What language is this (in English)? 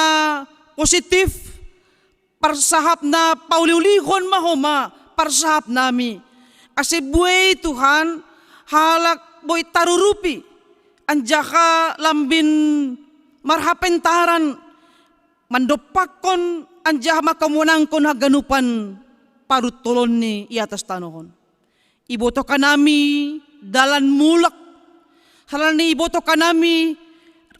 Batak Simalungun